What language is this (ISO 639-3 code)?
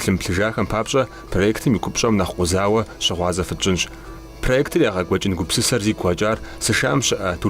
kbd